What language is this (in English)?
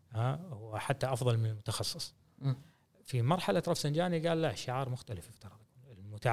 Gulf Arabic